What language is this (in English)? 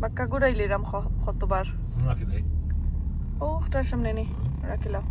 Sylheti